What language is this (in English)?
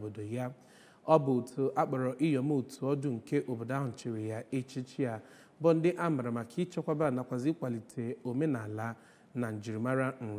Igbo